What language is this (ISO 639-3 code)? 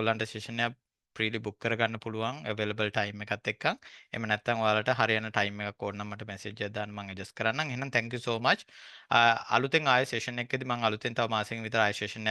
sin